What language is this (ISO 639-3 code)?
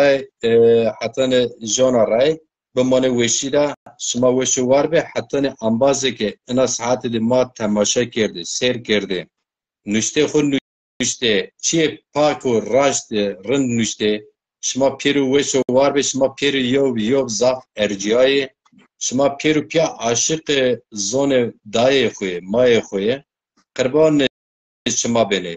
zza